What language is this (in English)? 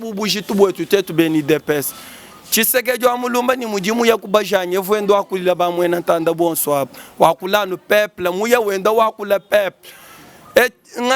Luba-Lulua